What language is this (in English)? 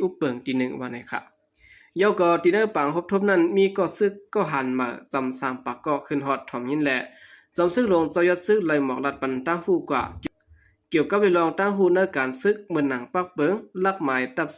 Shan